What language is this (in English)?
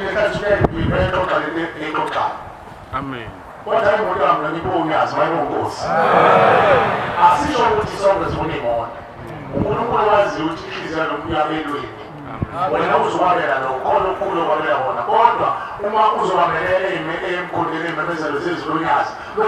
Zulu